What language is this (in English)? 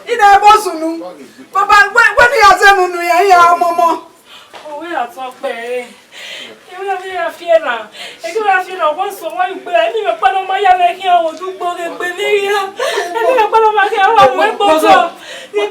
Bini